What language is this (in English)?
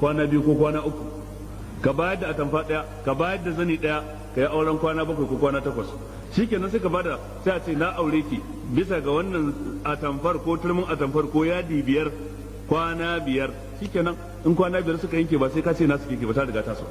Hausa